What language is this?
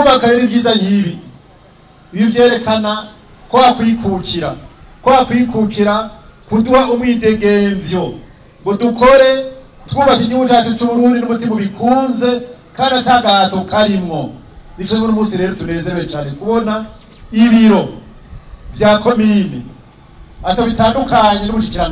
Rundi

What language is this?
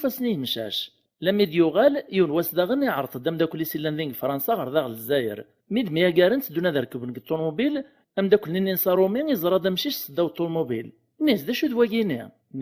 Kabyle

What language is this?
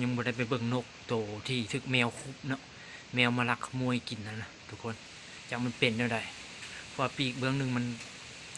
Lao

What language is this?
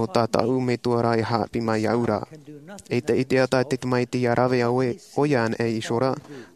Tahitian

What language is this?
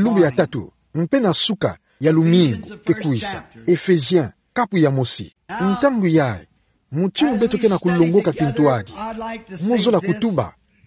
Kituba (Democratic Republic of Congo)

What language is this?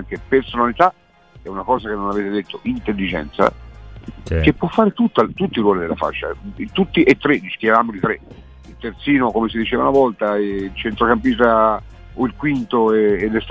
Italian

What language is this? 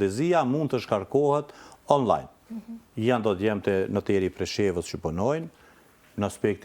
Albanian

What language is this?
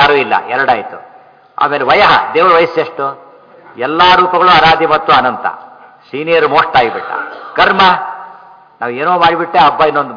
Kannada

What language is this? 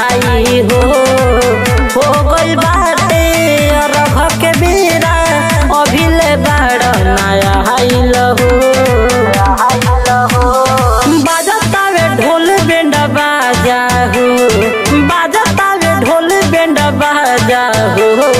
Bhojpuri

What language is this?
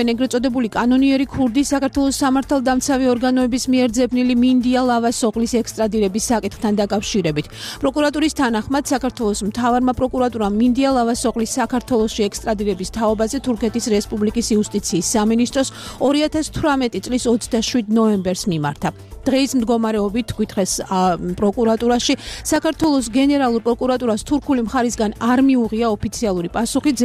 Georgian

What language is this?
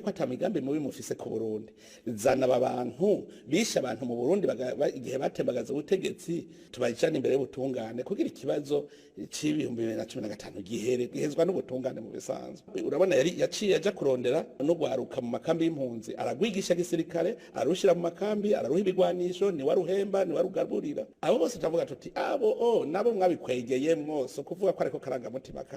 Rundi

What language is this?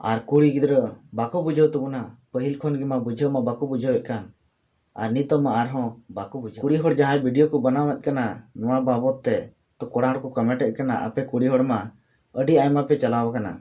Santali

